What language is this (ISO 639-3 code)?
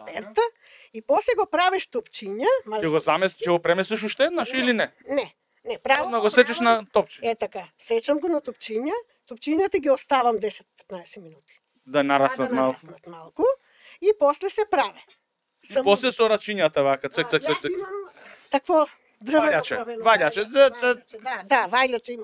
mkd